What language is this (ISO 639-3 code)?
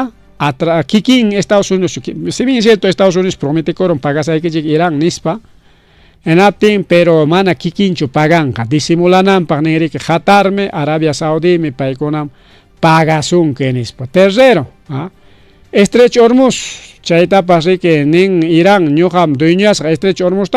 quy